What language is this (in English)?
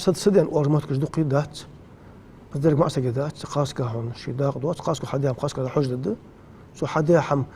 Ingush